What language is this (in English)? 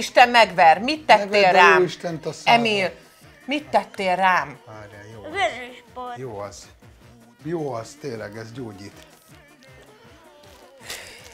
Hungarian